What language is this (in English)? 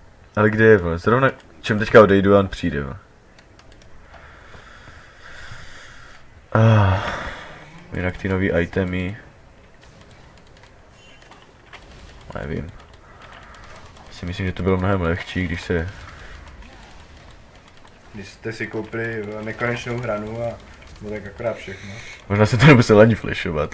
Czech